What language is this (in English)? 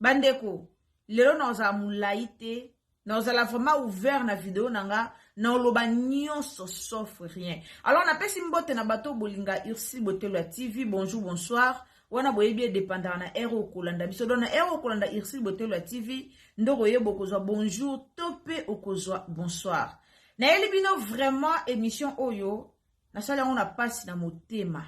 Lingala